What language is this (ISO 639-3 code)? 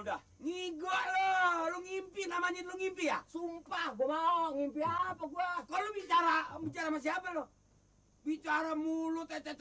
bew